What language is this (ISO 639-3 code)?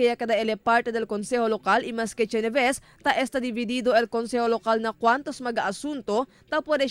cbk